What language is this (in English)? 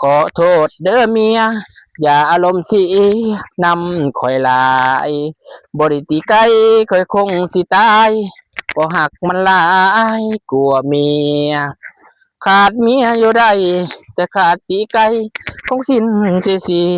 Lao